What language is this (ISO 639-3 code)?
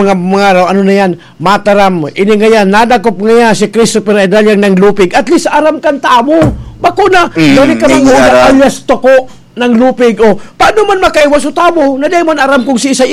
bik